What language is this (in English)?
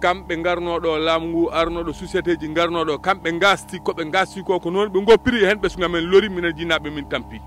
Fula